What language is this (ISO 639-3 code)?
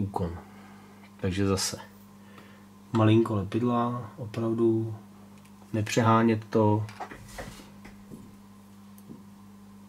ces